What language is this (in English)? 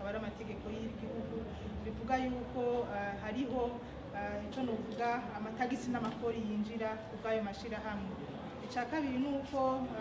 Rundi